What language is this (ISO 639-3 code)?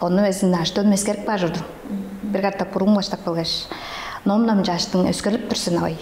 tyv